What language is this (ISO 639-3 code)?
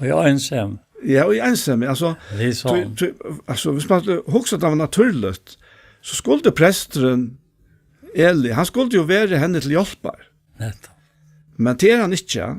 fao